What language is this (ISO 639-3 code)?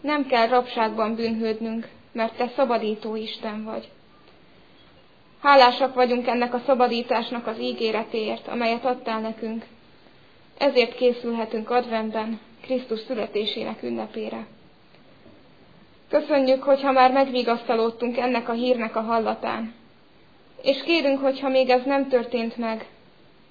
hun